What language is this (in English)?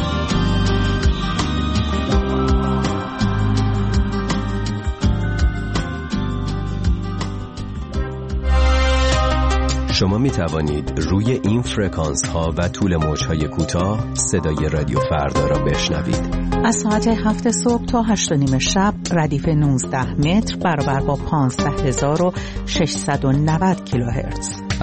Persian